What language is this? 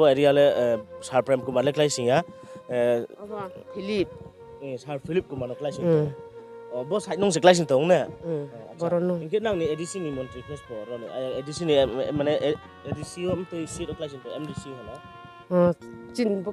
Riang (India)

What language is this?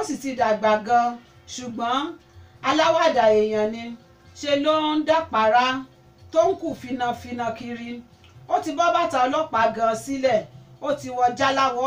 Yoruba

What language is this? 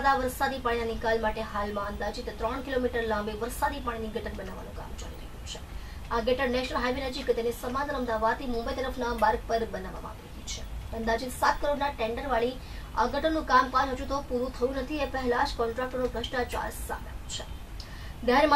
Gujarati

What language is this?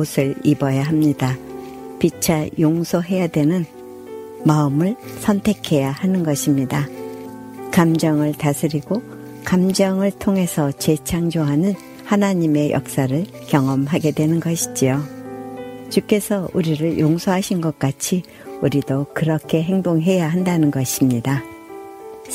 Korean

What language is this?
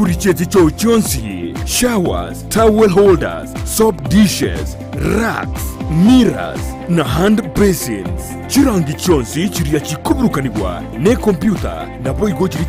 Gusii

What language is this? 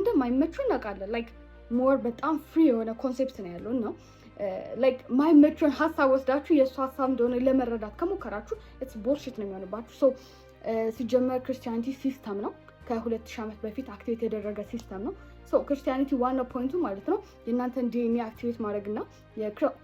Amharic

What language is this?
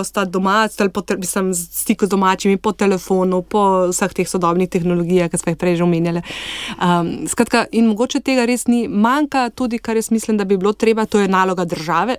Slovenian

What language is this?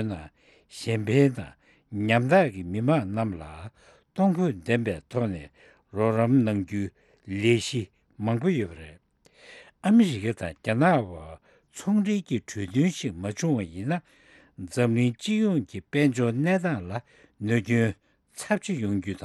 Tibetan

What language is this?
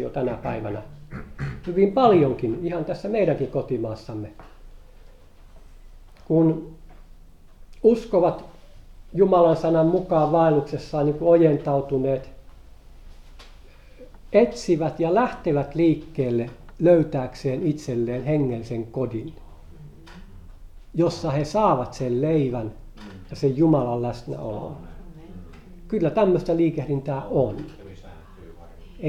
Finnish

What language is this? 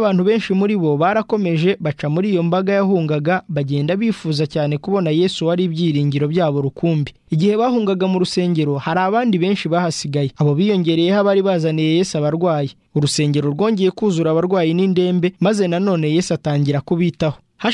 Kinyarwanda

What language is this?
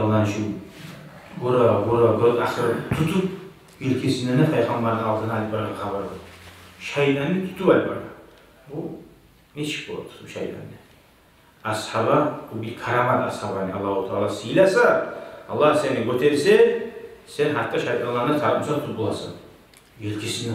Kumyk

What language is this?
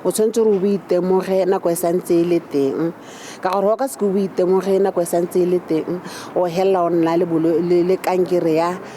Tswana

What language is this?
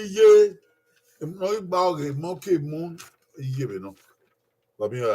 Bini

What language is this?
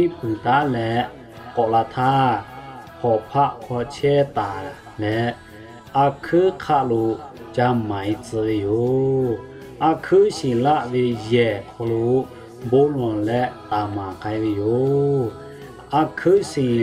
Lahu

